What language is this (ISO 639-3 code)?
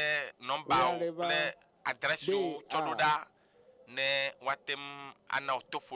ewe